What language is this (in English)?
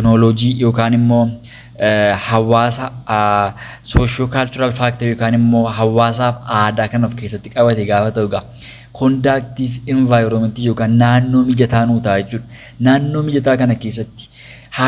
Oromo